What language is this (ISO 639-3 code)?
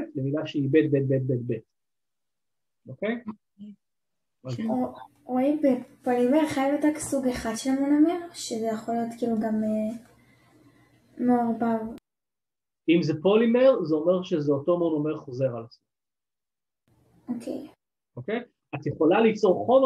heb